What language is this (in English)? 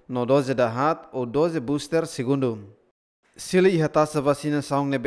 Tetum